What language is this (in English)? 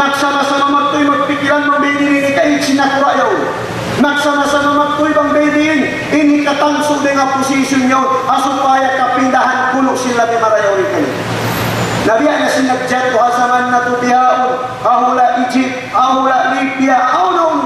Tausug